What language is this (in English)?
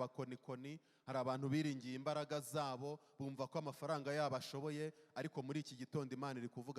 Kinyarwanda